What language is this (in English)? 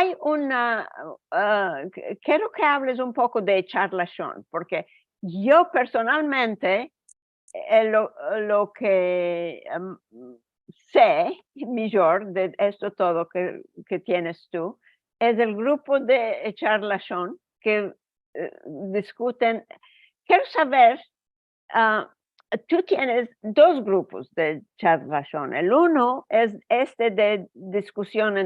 Ladino